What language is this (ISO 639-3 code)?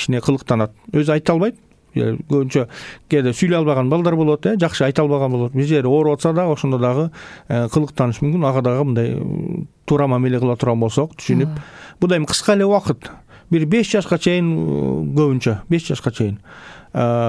kir